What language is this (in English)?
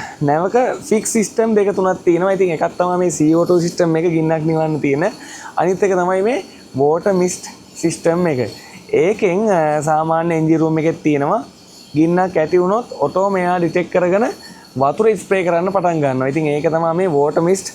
Sinhala